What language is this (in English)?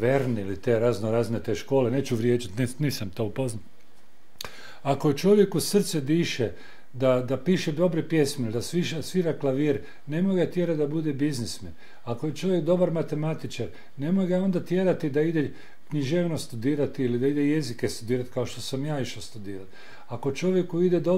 Croatian